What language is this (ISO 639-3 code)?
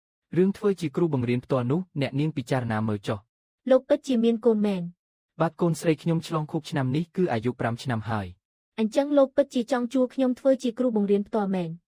khm